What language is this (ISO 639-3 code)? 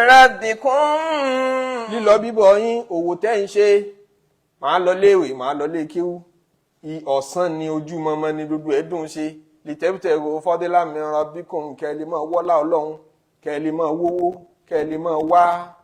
yor